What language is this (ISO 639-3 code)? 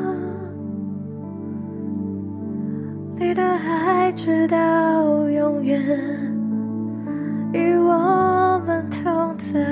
zho